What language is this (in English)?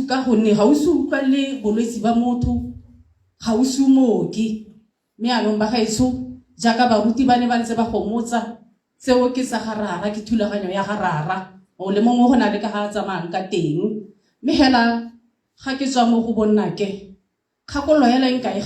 Tswana